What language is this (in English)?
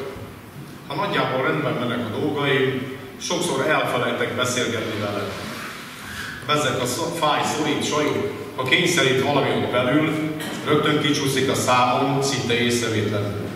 Hungarian